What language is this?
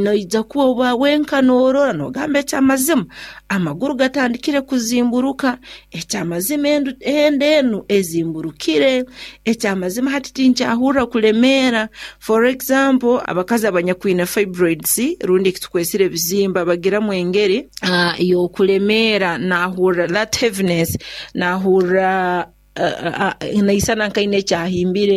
Nyoro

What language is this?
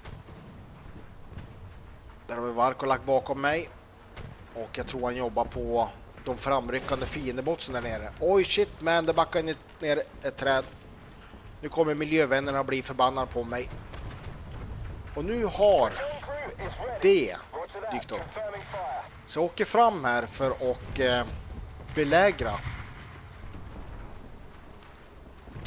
Swedish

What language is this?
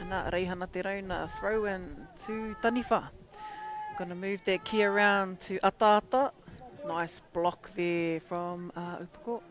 Māori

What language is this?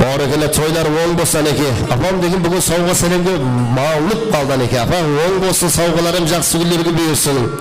Kara-Kalpak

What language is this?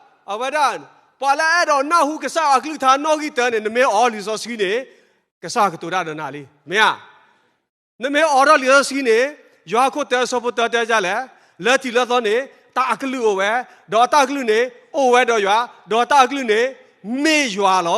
S'gaw Karen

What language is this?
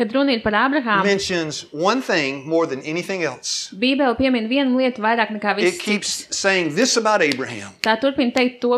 Latvian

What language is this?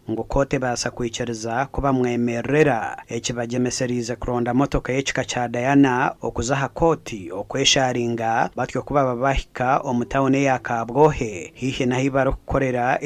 Nyankole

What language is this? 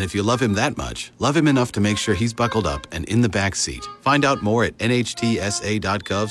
English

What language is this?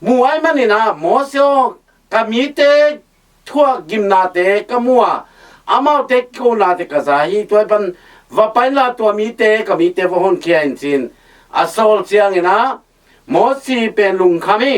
Tedim Chin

